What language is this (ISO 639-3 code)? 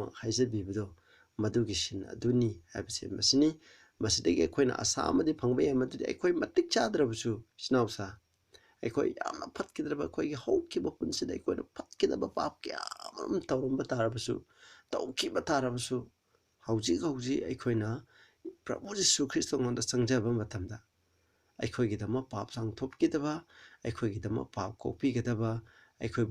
mni